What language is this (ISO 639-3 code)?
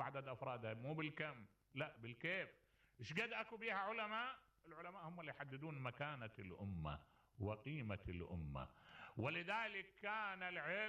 acm